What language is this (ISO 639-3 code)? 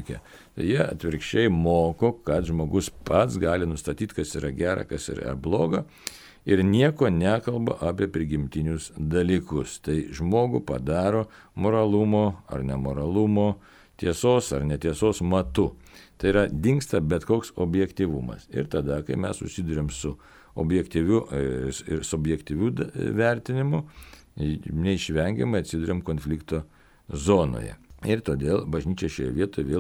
lit